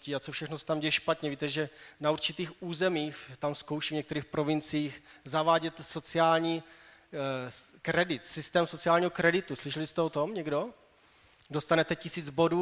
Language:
Czech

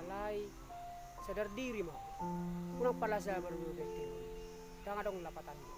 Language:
Batak Toba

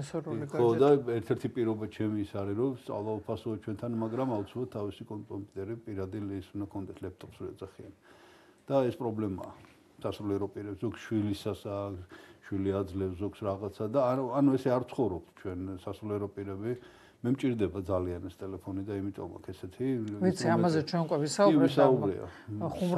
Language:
Georgian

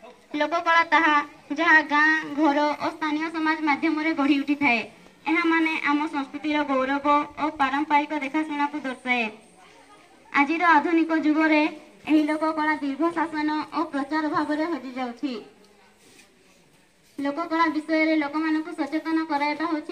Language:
Odia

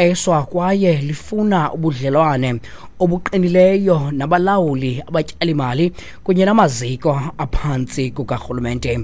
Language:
Xhosa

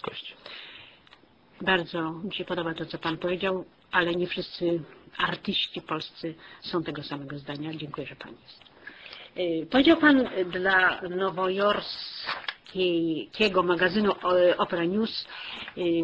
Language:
Polish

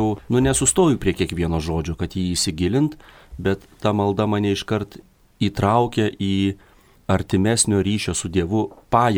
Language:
Lithuanian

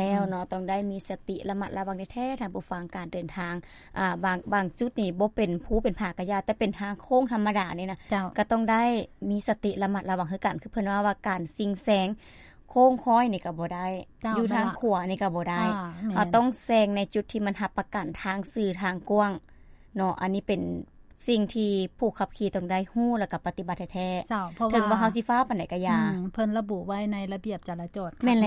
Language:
Lao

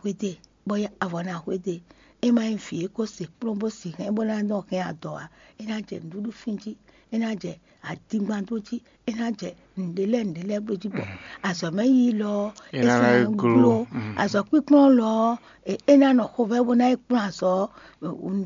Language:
Fon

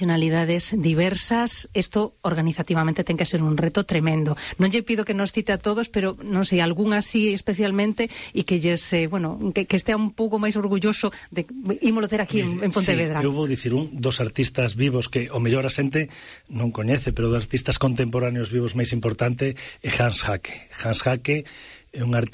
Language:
Galician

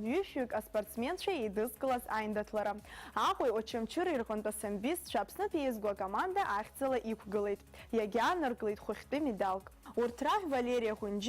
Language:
Abkhazian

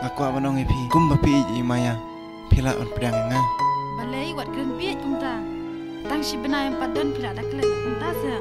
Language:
Khasi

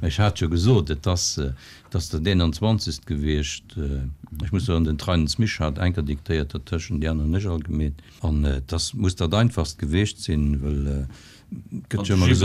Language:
Luxembourgish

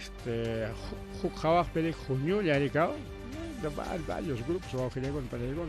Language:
Ayacucho Quechua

